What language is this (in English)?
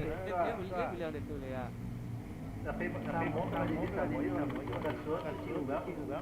Minangkabau